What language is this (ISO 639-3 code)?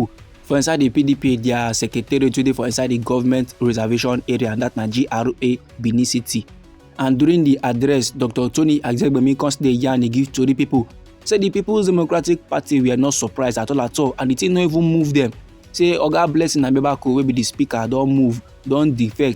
pcm